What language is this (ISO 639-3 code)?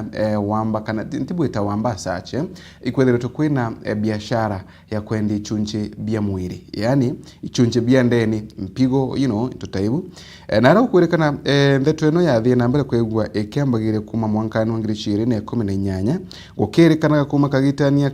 mer